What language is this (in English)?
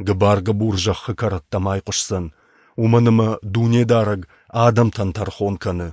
Ossetic